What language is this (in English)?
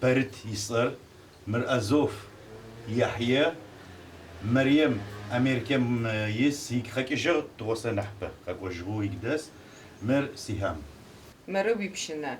Adyghe